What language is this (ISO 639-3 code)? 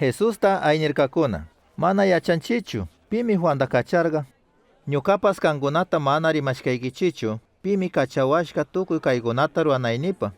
qug